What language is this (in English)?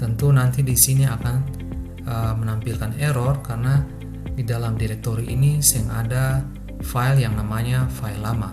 Ambonese Malay